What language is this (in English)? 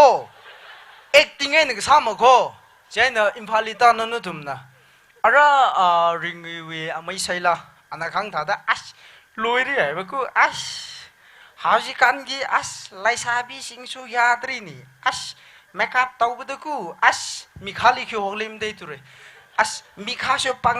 Tangkhul Naga (India)